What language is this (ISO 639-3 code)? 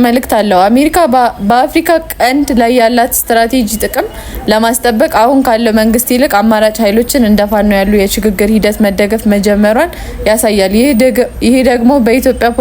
amh